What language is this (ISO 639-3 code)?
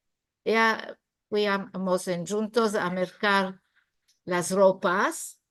lad